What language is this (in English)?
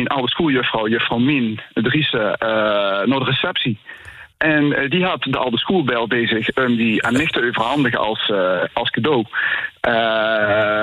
Dutch